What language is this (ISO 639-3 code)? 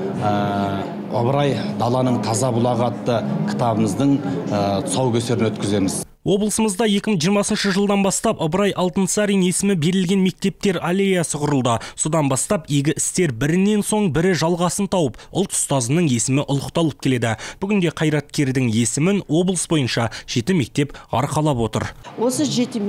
kaz